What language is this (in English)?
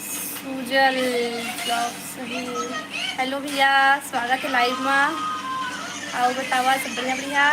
Chhattisgarhi